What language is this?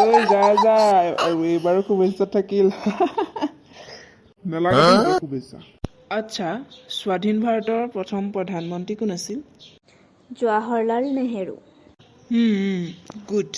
Assamese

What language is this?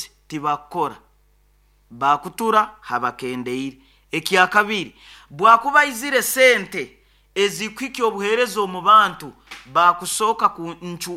Nyoro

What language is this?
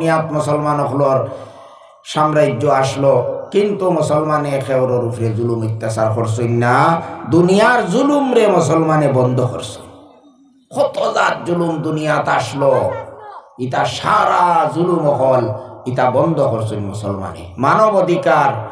Sylheti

